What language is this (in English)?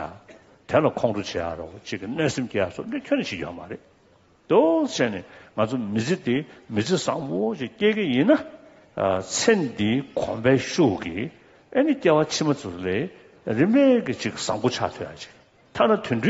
Tibetan